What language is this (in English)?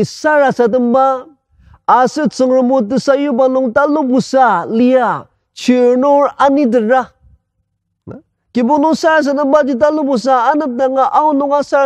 Ao Naga